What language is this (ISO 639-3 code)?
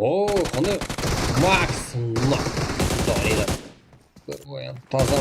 kaa